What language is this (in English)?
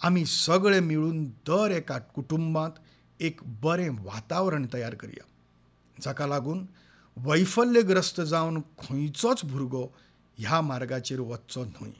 Konkani